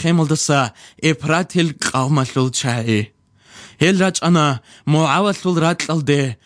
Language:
Georgian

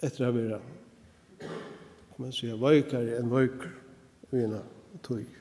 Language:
Faroese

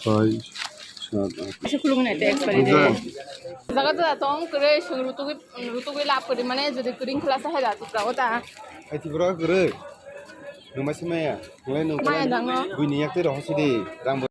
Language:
Kok Borok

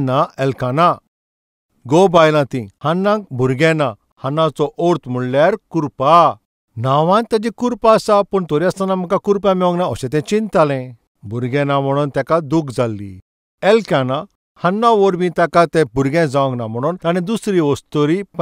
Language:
Konkani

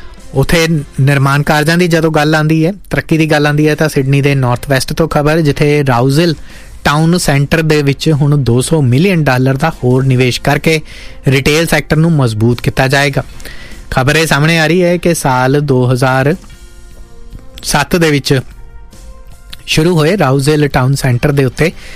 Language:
Punjabi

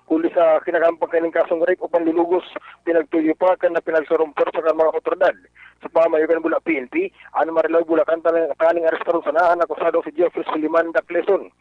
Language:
Bikol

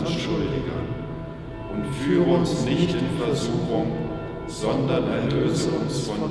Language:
German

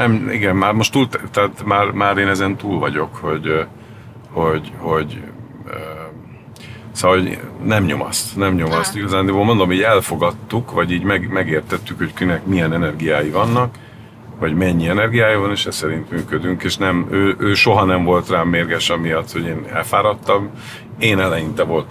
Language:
Hungarian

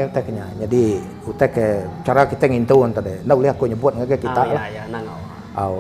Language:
Iban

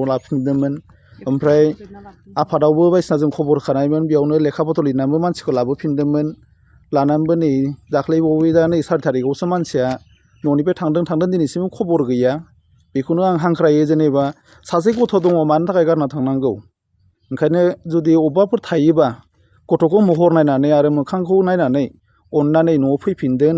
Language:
Bodo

